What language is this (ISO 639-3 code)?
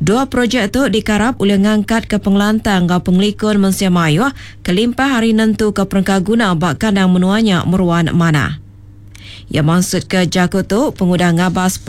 iba